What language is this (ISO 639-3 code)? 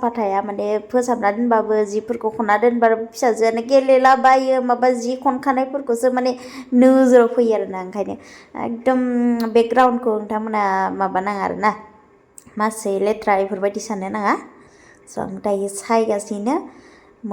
brx